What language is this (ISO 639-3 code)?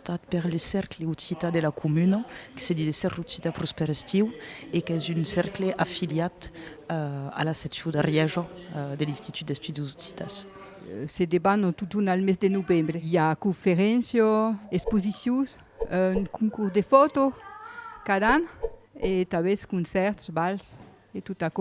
oci